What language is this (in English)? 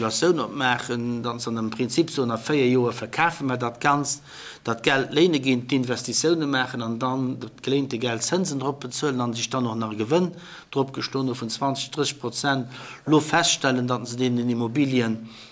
Luxembourgish